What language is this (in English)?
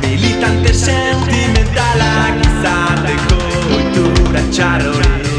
Basque